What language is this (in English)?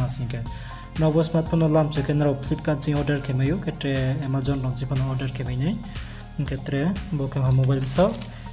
Riang (India)